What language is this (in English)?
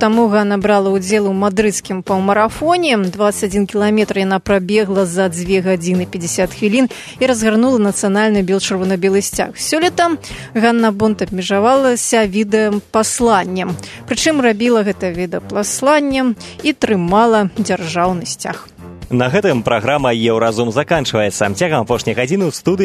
Belarusian